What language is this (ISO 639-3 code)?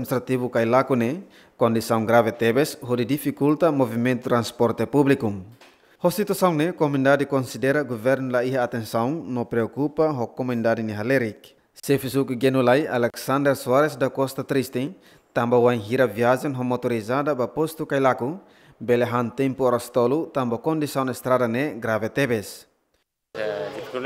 tet